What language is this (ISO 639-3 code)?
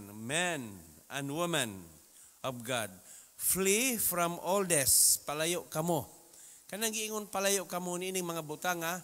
ceb